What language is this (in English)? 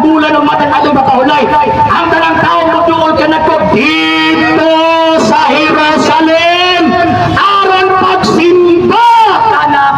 Cebuano